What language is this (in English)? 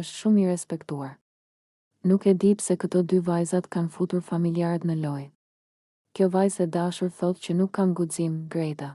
Albanian